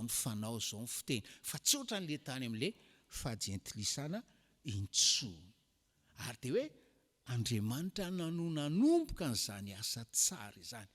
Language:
Malagasy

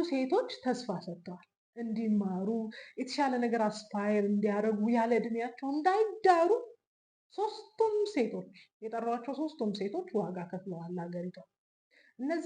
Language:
Amharic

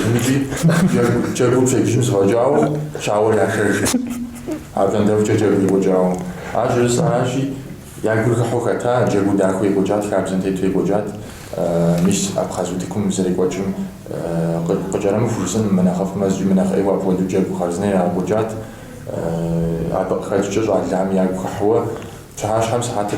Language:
Kabardian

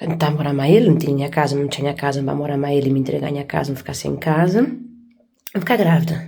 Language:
Kabuverdianu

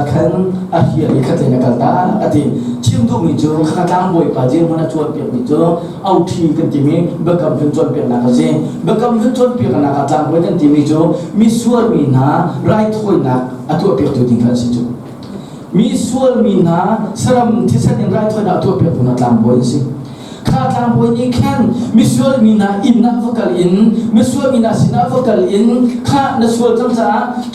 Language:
Hakha Chin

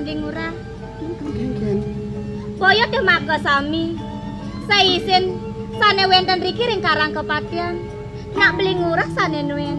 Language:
Balinese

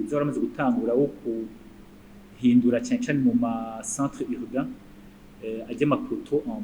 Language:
Rundi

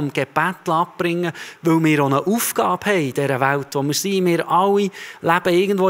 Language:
Swiss German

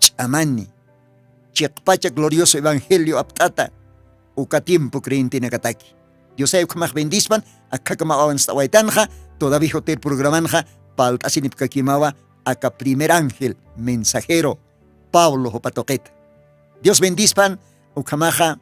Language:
Aymara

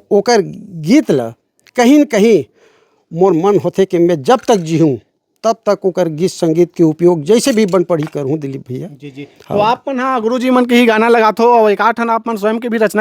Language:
Chhattisgarhi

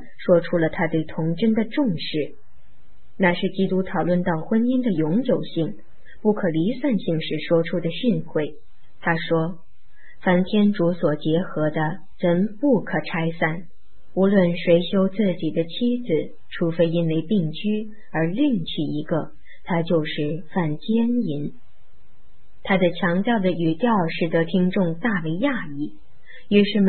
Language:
Chinese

